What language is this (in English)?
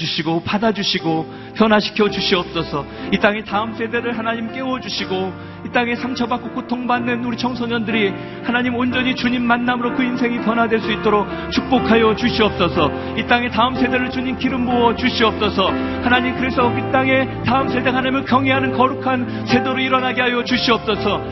Korean